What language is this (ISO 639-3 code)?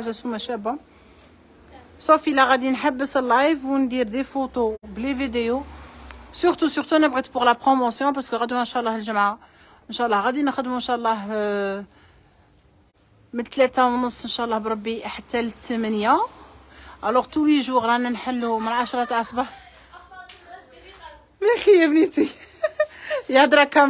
arq